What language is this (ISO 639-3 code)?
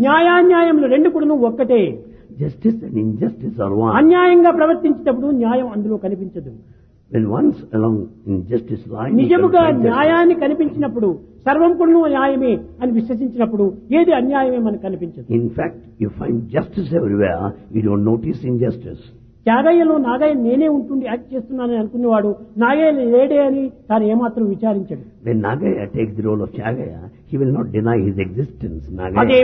tel